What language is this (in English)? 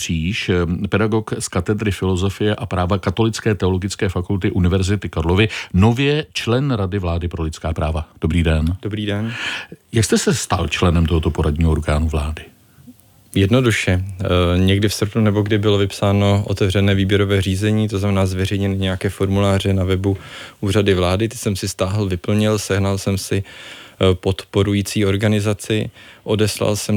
Czech